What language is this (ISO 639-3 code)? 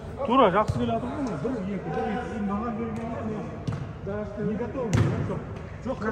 kaz